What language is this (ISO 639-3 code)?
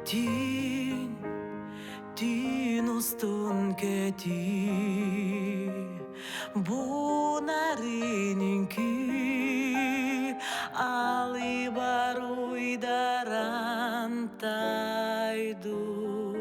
sah